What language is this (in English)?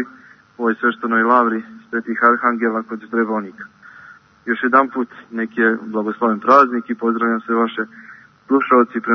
Serbian